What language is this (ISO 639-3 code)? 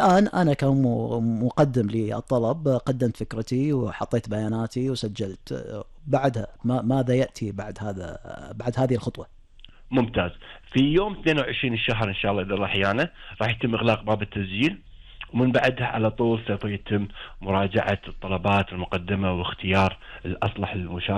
afb